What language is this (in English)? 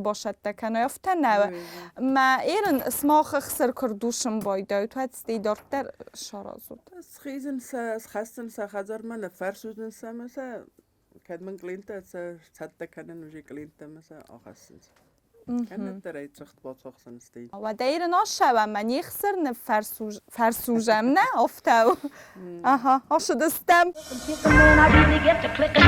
Ossetic